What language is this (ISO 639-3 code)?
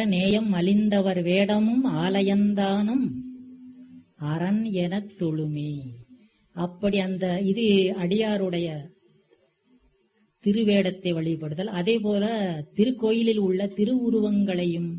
tam